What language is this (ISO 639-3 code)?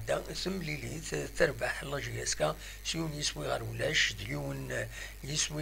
kab